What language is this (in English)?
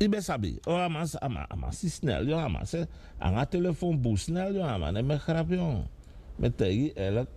Sranan Tongo